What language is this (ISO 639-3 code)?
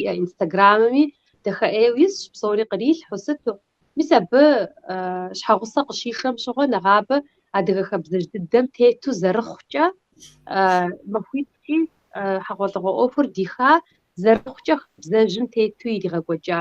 kbd